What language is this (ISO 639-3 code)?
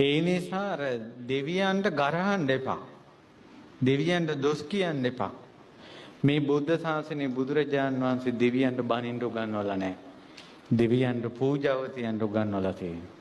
sin